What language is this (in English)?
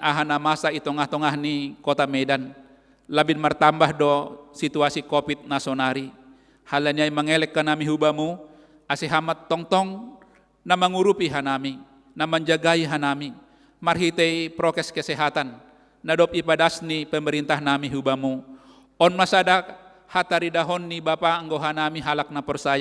Batak Simalungun